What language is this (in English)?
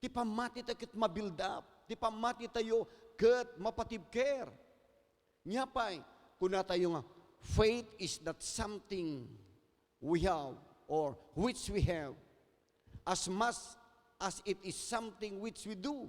Iloko